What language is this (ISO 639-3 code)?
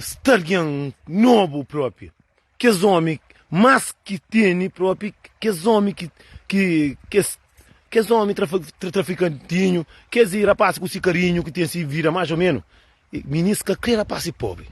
kea